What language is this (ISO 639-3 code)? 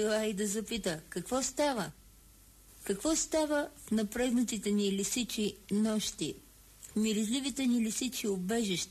bul